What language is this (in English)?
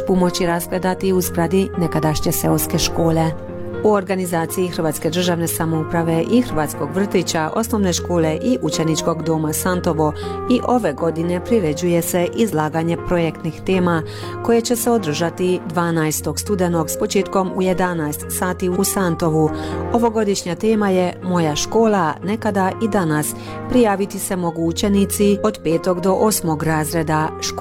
Croatian